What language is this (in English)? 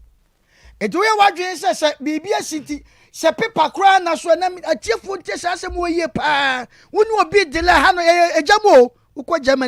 Akan